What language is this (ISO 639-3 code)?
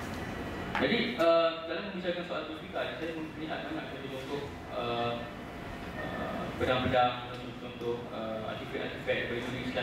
msa